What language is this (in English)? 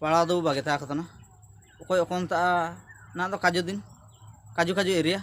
Ho